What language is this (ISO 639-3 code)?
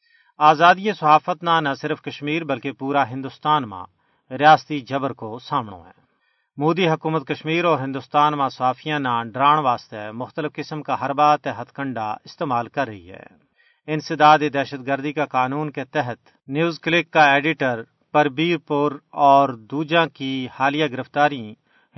gju